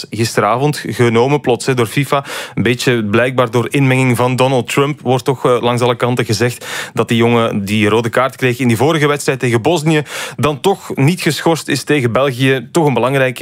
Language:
Dutch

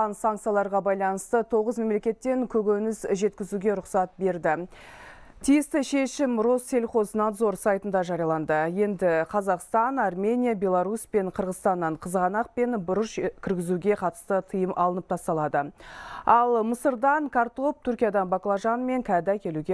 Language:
Kazakh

